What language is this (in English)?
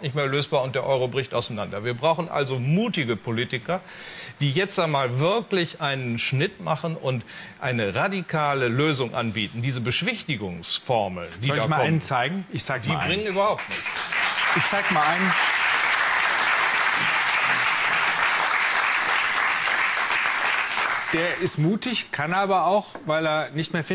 German